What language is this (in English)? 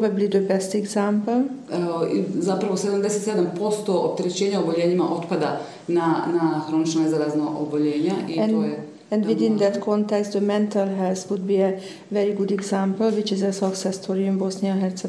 Bosnian